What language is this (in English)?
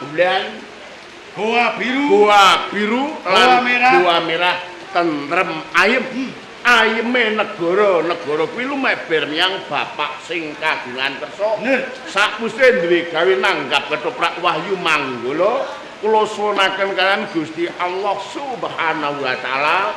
Javanese